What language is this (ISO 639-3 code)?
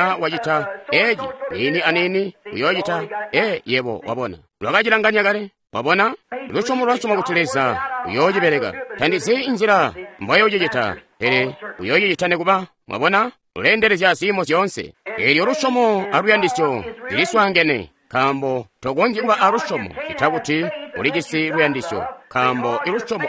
toi